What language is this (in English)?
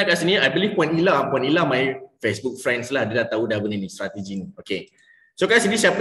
Malay